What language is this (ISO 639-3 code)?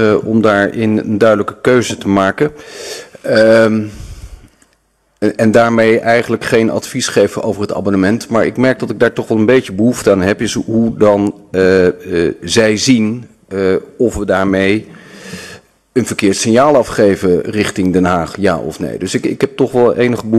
nld